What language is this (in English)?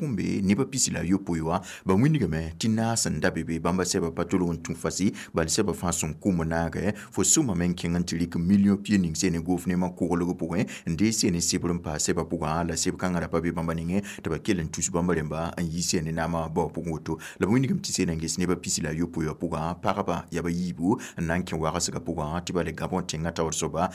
Mossi